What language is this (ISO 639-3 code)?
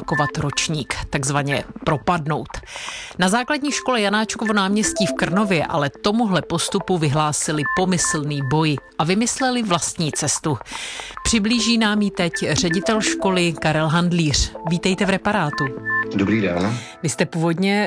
ces